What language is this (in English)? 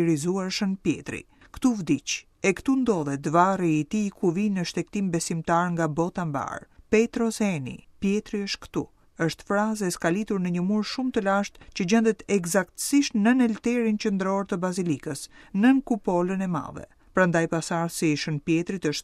Albanian